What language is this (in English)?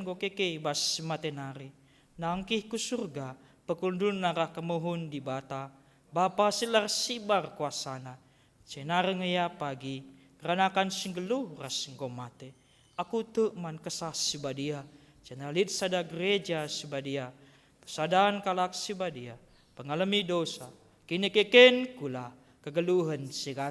Batak Karo